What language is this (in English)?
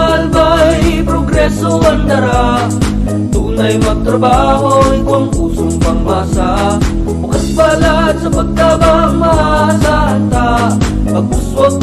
Bikol